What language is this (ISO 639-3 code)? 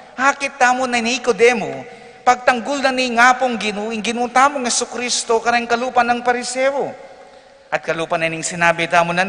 pam